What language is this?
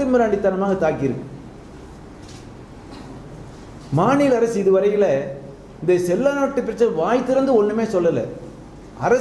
Tamil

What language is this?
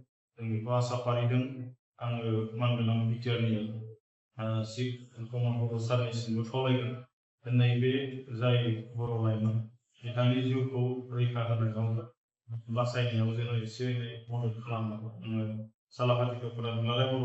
Bodo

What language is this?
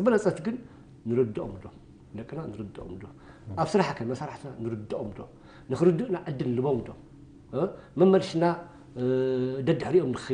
Tigrinya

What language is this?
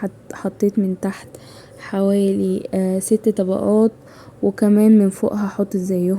Egyptian Arabic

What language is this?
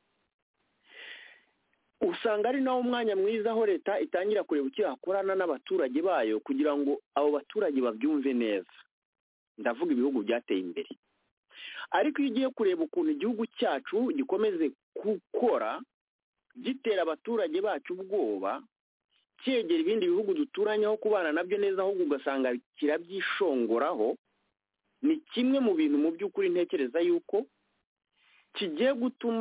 Kinyarwanda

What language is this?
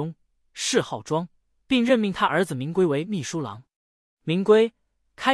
Chinese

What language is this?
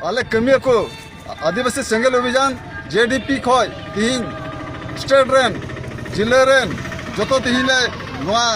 Santali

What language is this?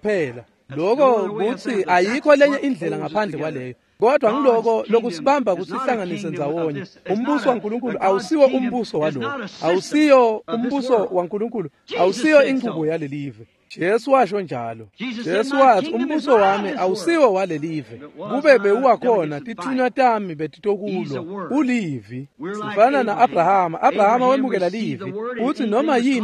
Swati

